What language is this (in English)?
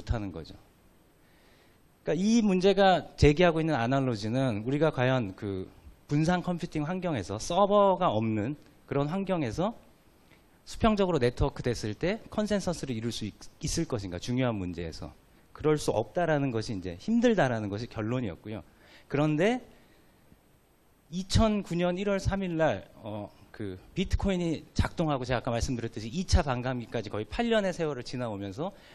Korean